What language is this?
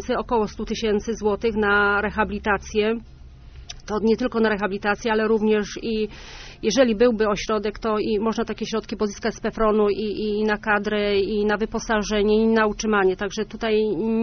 Polish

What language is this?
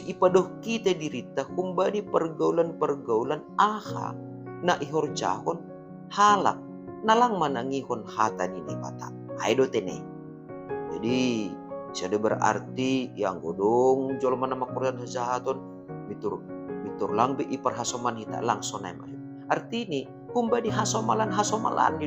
Batak Simalungun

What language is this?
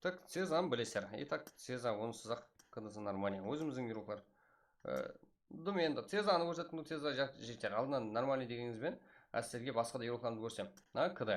Kara-Kalpak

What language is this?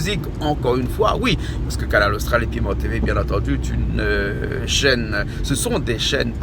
Réunion Creole French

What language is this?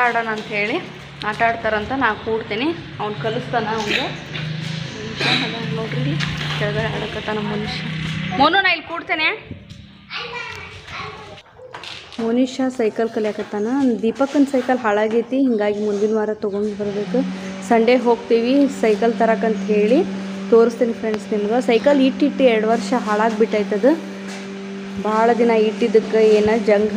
Kannada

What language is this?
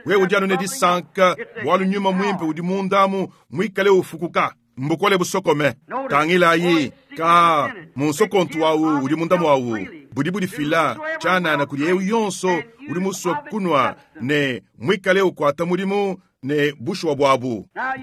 Luba-Lulua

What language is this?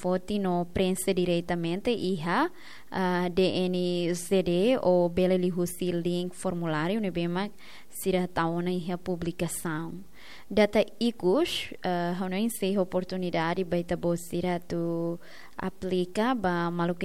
Tetum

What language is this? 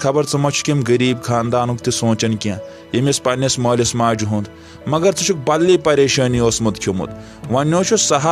Kashmiri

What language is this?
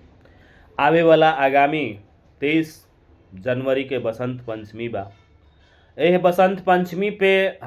Bhojpuri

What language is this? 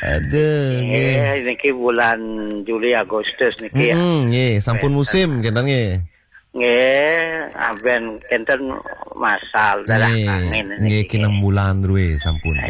Balinese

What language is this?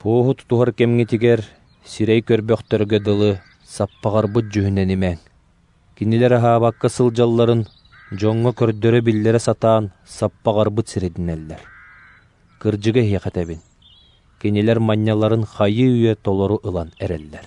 Yakut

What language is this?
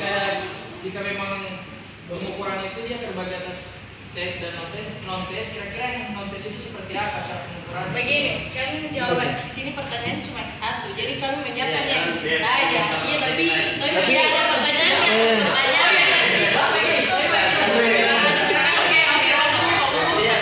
Indonesian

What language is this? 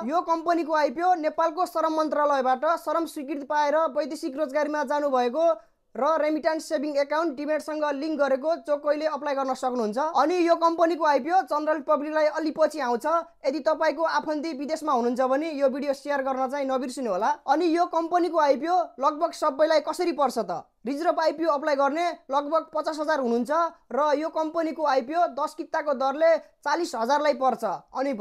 Nepali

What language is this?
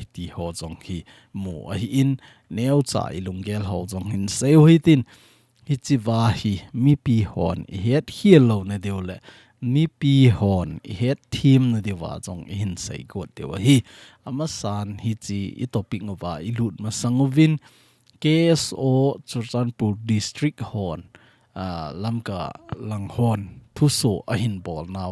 Thado Chin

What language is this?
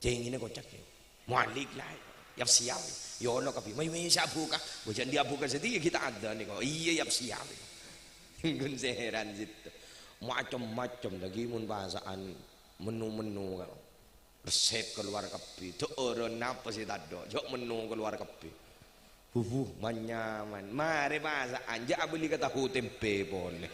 Madurese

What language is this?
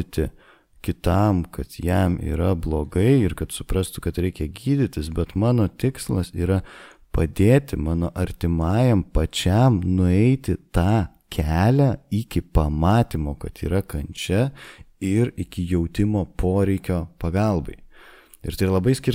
Lithuanian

